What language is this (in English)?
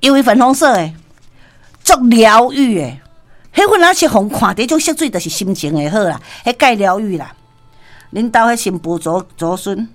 Min Nan Chinese